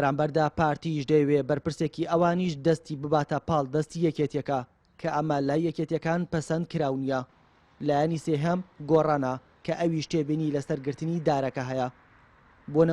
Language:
Central Kurdish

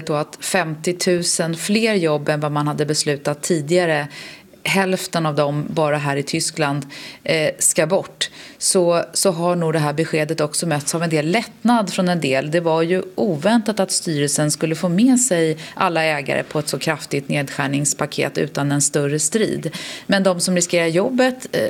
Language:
Swedish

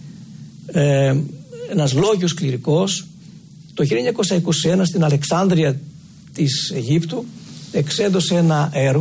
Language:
Greek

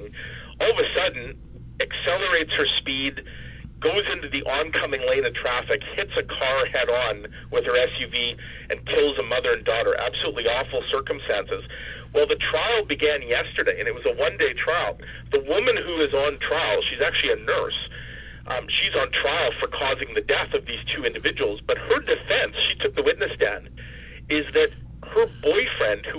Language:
English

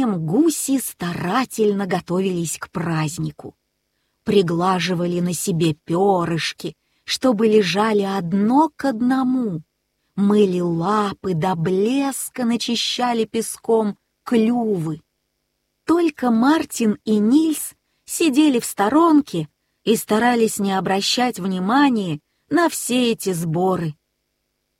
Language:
Russian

